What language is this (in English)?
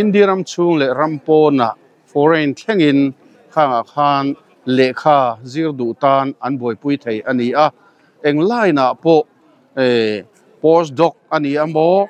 Mizo